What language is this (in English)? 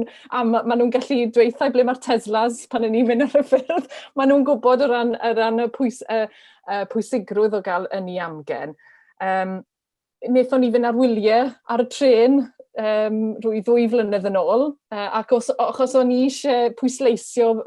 Welsh